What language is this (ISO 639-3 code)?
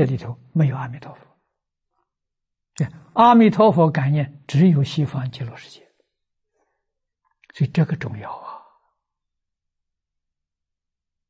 zho